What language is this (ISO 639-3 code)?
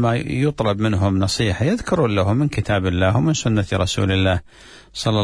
ara